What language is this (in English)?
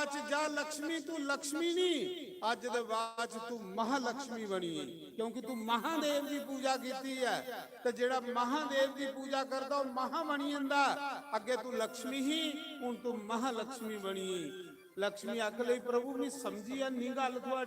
Dogri